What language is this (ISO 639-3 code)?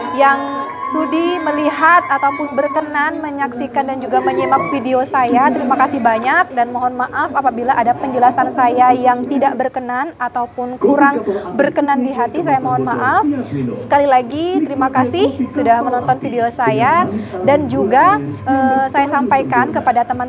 ind